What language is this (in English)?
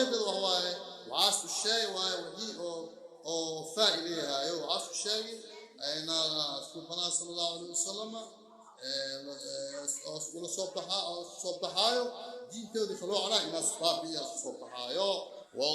Somali